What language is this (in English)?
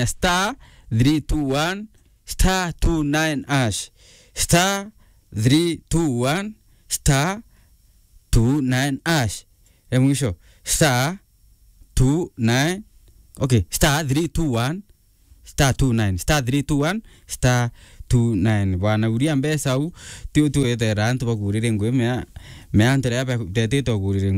Meru